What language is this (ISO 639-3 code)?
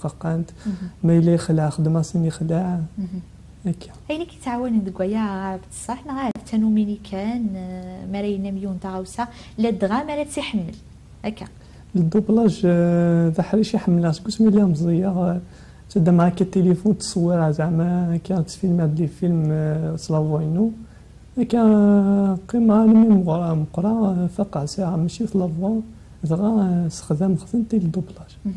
kab